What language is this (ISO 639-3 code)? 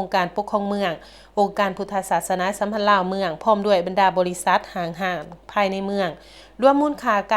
lao